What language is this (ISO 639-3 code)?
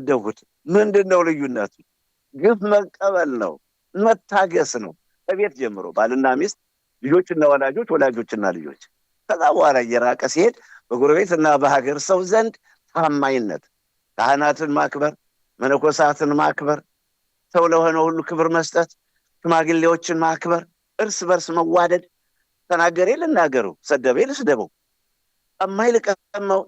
amh